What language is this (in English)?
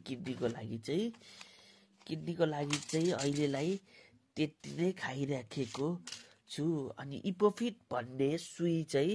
Nepali